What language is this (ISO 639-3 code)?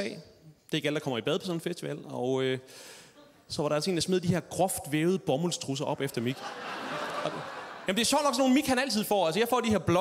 dan